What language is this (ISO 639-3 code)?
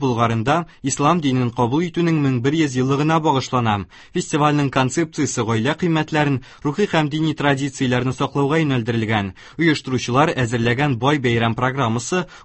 tat